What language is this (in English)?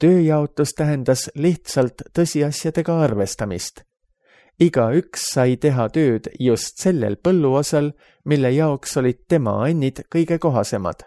Estonian